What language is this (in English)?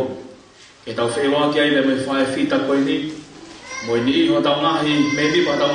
Tongan